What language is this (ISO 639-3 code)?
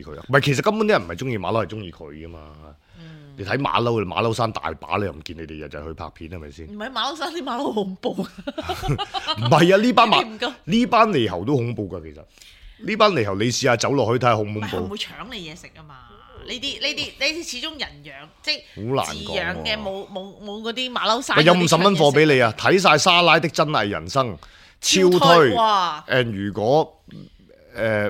yue